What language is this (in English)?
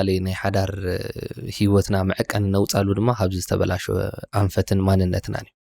Tigrinya